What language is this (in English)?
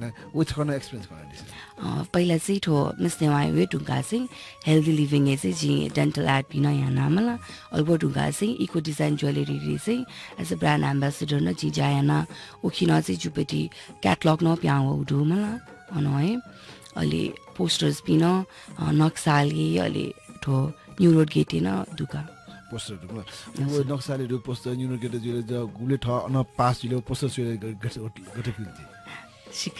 Newari